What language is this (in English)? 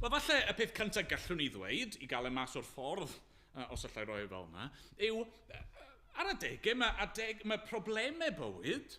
Welsh